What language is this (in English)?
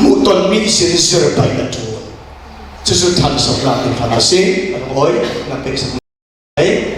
Falam Chin